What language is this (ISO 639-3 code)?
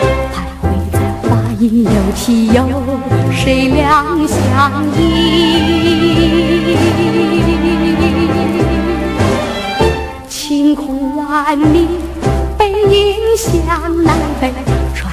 zho